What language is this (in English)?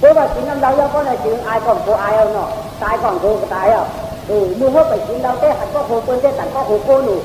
Shan